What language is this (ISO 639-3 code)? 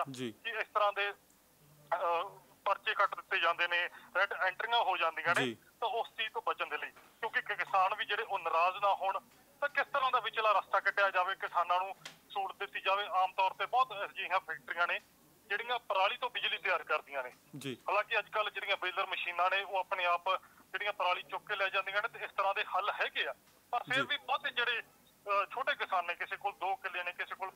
pan